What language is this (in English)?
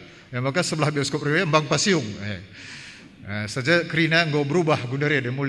Batak Karo